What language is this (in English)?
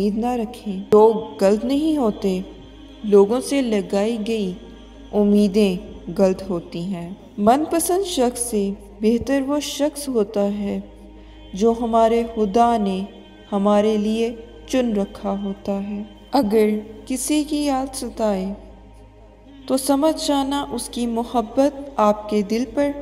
Urdu